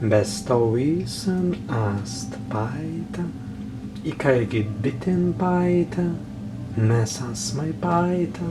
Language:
Prussian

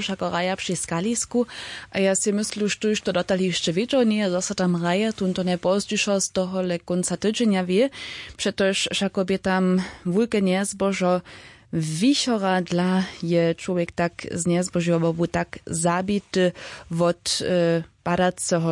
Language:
Upper Sorbian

